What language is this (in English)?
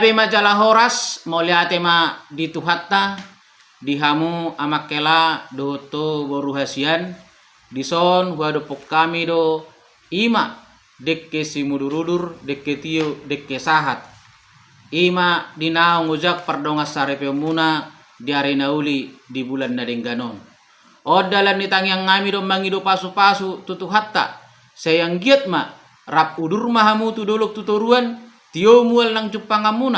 Batak Toba